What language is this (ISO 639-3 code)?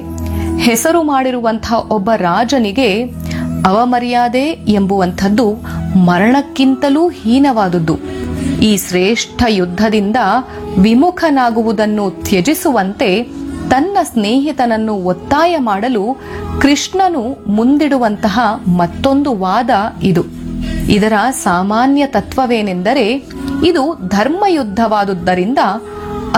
kan